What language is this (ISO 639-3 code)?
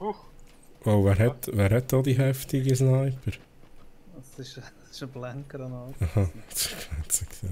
gsw